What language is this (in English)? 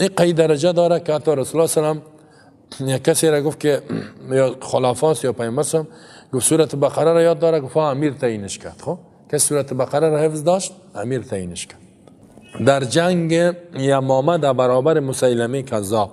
Persian